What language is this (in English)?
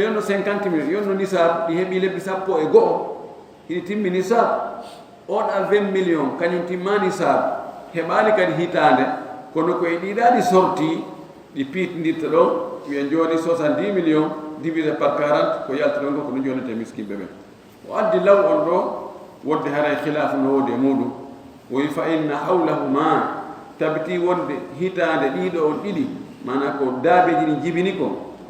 Fula